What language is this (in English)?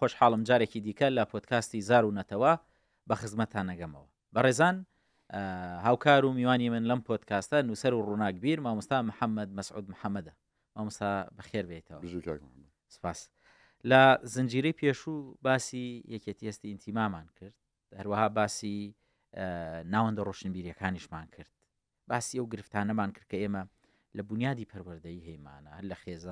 Central Kurdish